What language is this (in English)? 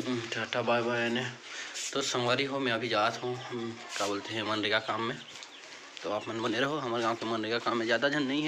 Chhattisgarhi